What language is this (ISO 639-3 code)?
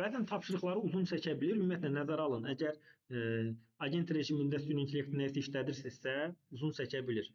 aze